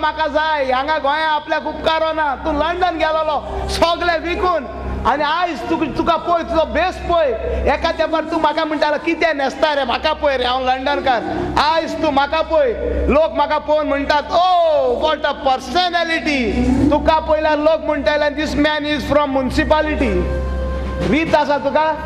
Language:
Konkani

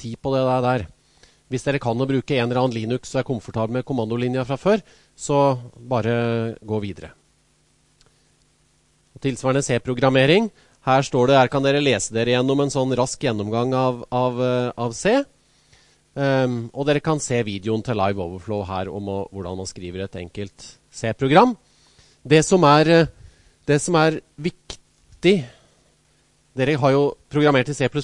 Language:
Norwegian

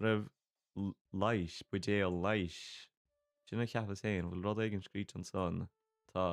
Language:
Irish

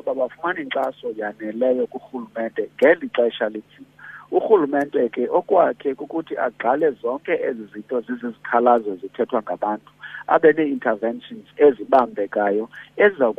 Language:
Xhosa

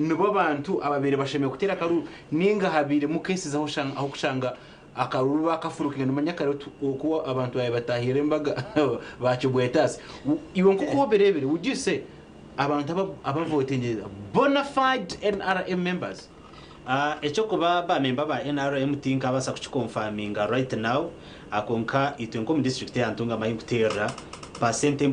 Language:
Nyankole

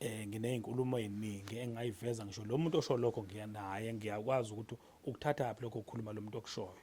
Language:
Zulu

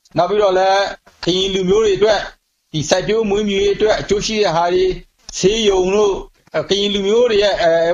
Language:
Burmese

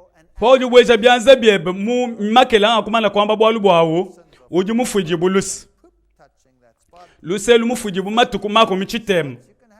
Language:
Luba-Lulua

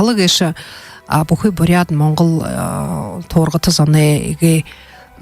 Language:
Buriat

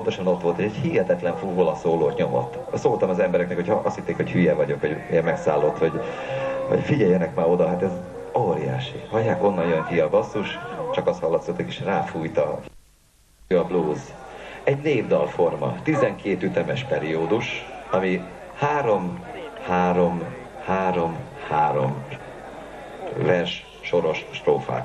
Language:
Hungarian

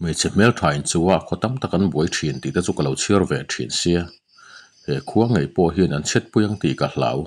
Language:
Mizo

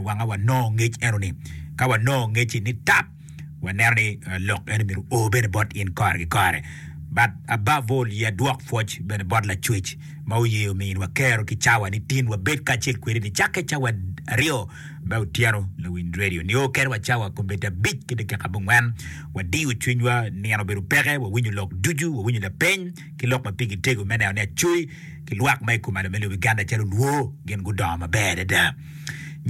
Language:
Acoli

